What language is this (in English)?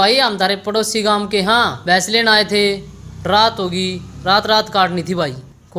Haryanvi